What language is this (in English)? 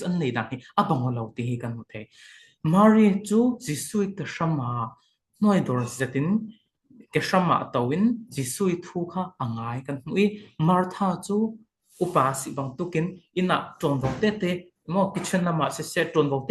Falam Chin